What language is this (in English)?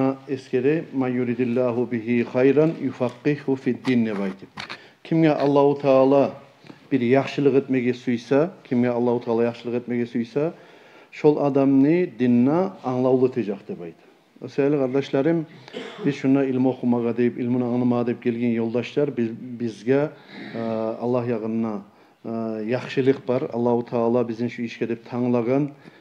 Kumyk